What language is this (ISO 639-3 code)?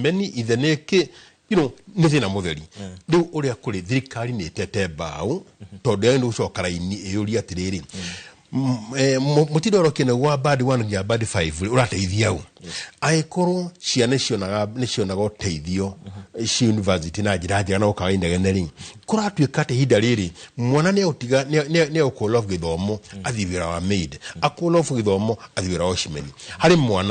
kik